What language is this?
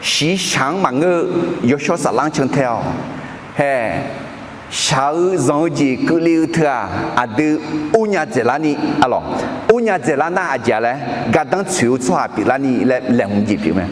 Akha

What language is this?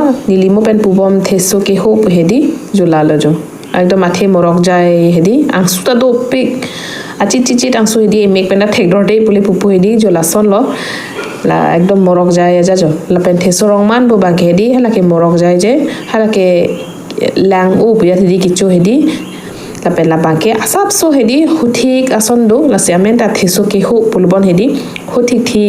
Karbi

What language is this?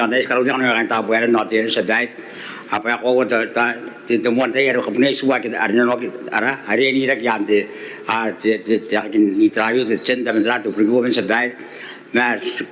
Gilbertese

